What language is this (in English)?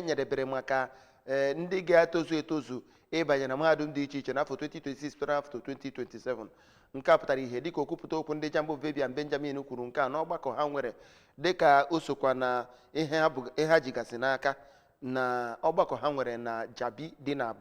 Igbo